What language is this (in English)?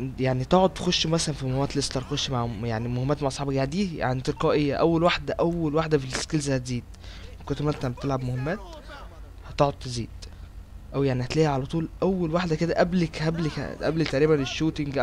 Egyptian Arabic